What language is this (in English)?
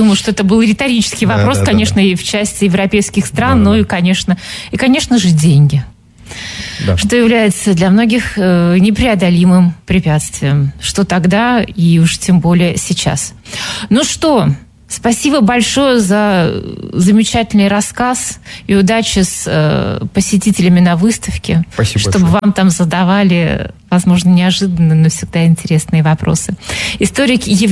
Russian